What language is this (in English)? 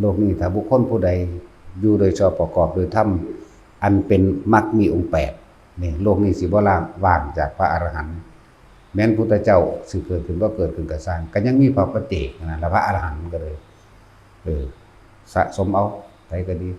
Northeastern Thai